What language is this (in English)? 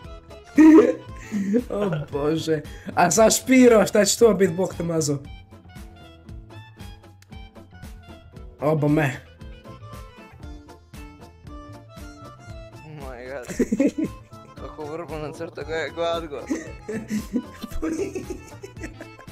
Croatian